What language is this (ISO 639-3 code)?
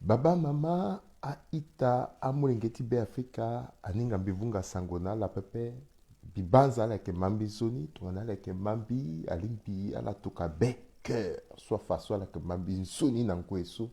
sag